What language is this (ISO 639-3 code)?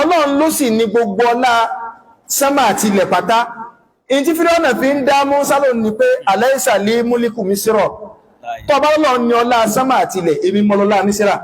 yor